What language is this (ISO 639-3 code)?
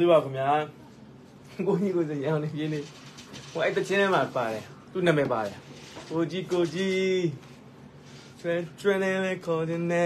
mya